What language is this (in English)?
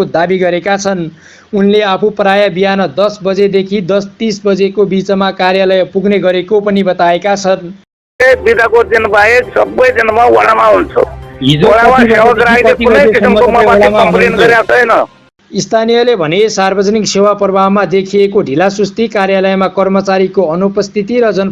Nepali